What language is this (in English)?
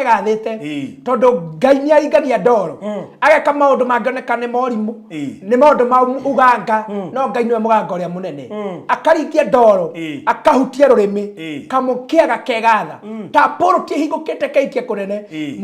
Kikuyu